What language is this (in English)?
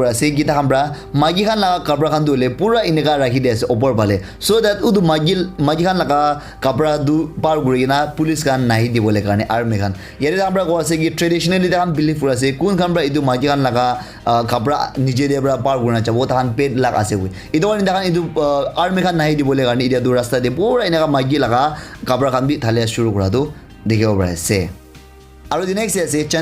Naga Pidgin